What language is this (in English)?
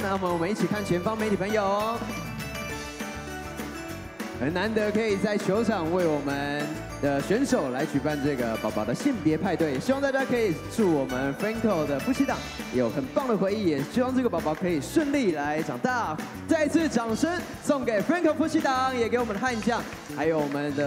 Chinese